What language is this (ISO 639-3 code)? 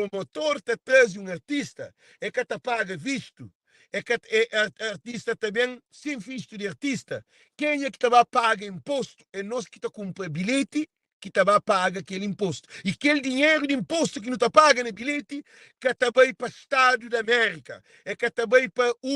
kea